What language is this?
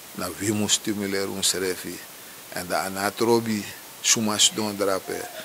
Sranan Tongo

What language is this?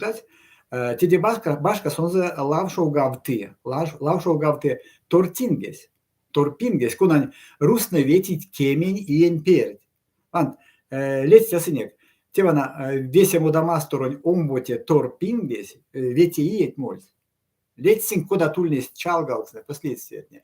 Erzya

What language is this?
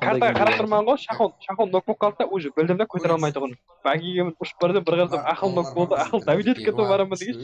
Kara-Kalpak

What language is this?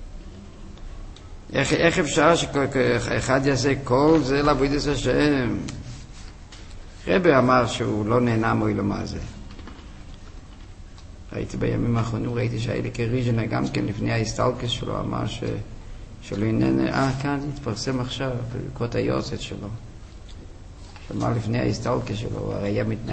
Hebrew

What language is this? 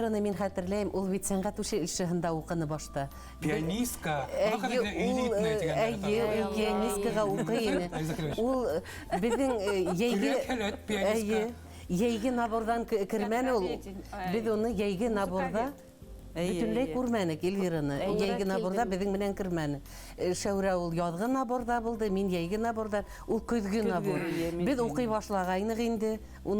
Bashkir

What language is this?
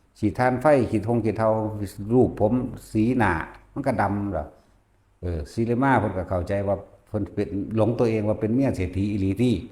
Northeastern Thai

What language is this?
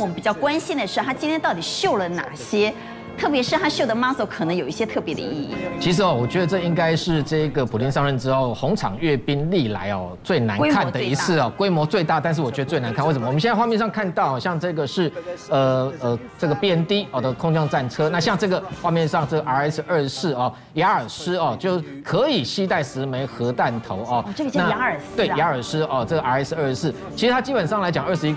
Chinese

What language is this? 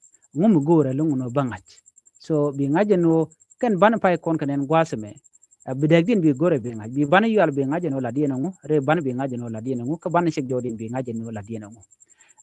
Nuer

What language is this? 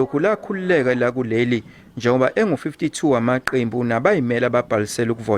Zulu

